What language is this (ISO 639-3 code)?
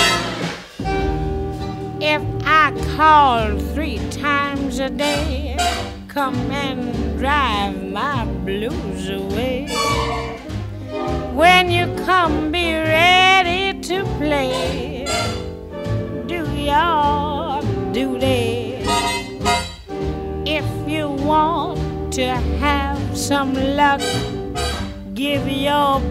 eng